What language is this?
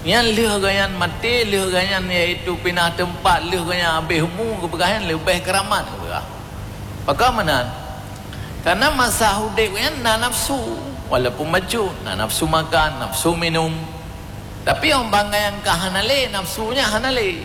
Achinese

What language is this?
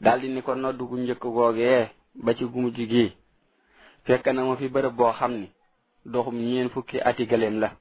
Wolof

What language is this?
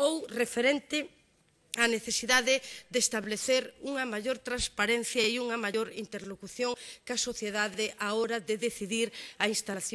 Galician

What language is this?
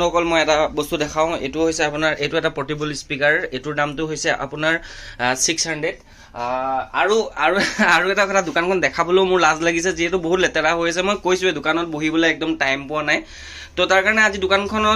Assamese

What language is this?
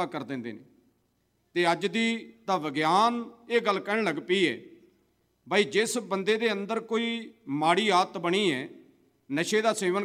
Punjabi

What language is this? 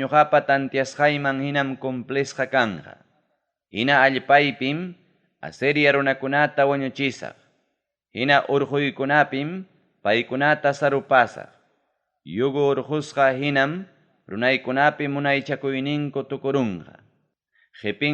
Ayacucho Quechua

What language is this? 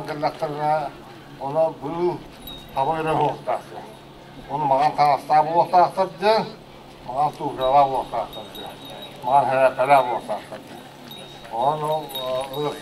Yakut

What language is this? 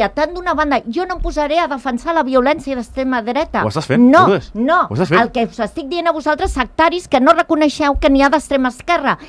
Catalan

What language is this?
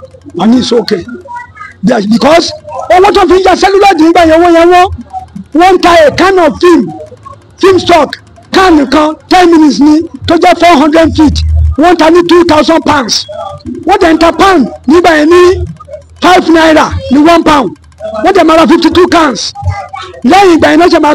Yoruba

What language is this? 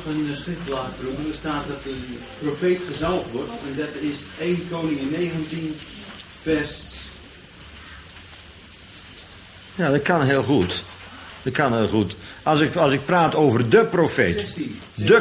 Dutch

